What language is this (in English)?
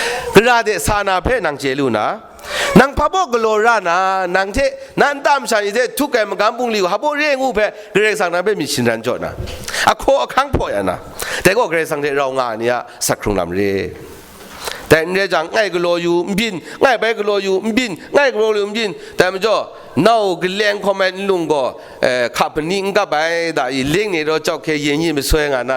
Kachin